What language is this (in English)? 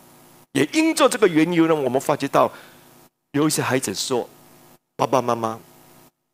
Chinese